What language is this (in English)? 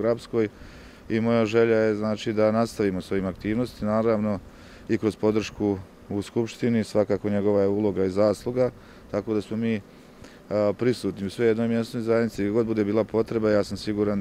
Bosnian